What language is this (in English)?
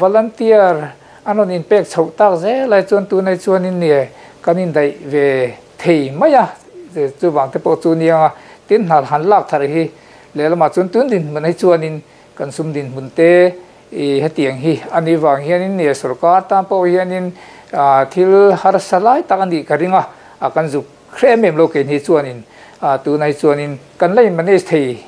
Mizo